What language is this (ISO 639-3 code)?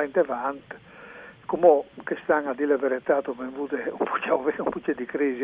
fur